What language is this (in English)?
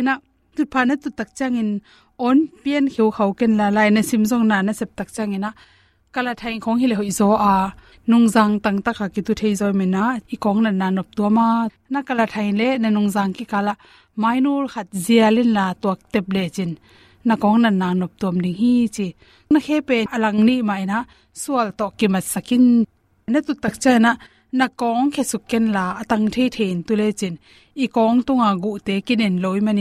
Tedim Chin